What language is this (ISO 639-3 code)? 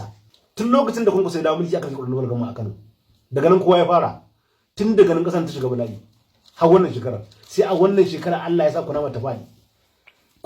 hau